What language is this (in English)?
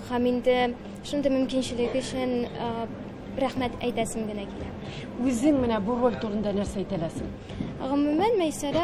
Tatar